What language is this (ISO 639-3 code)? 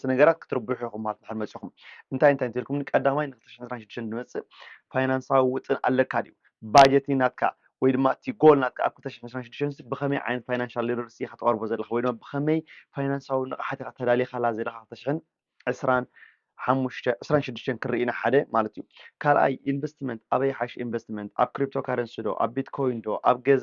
tir